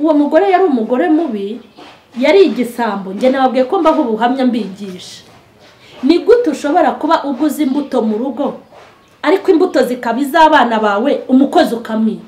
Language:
Kinyarwanda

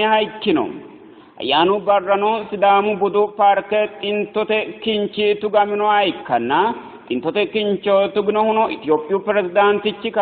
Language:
Sidamo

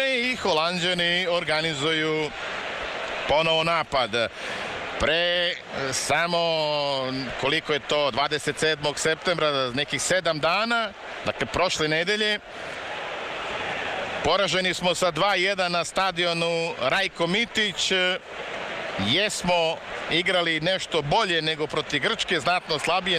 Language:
Serbian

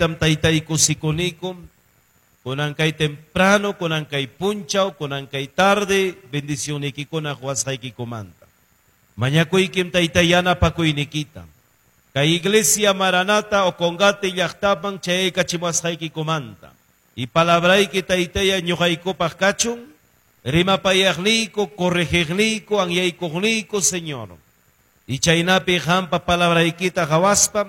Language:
Ayacucho Quechua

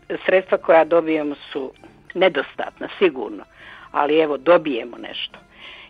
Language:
Croatian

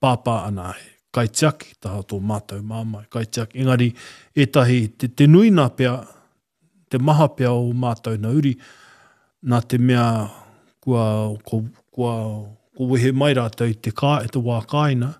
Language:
Māori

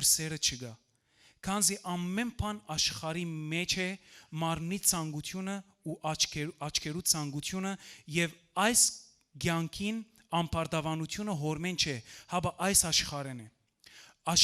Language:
Western Armenian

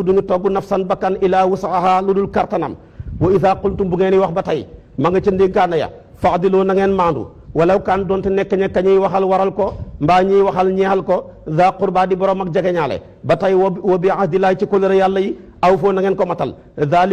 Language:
Wolof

